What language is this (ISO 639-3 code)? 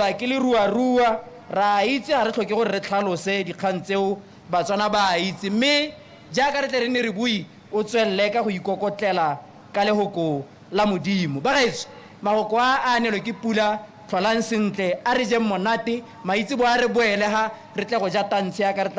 tsn